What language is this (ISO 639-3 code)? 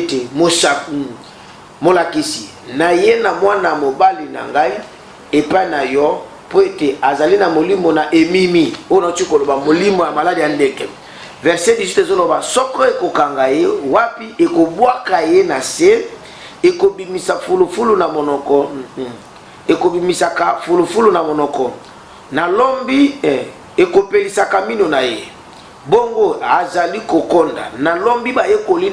lin